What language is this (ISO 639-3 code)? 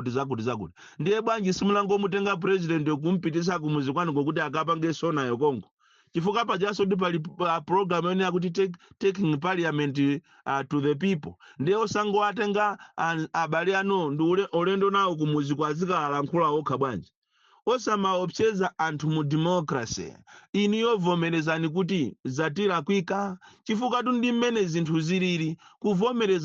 nya